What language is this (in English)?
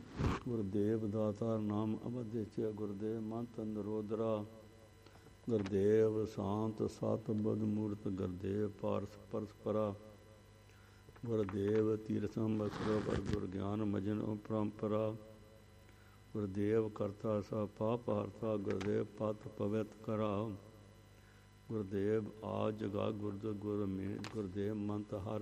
Punjabi